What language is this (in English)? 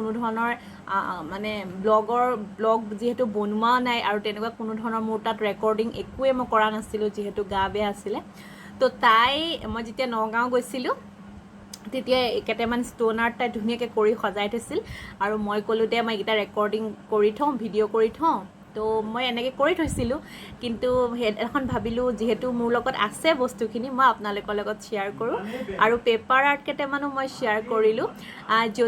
Assamese